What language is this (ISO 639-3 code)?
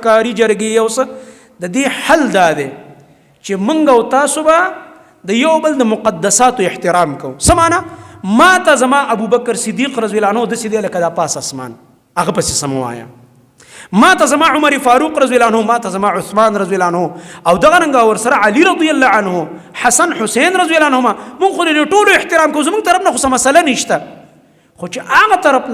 pus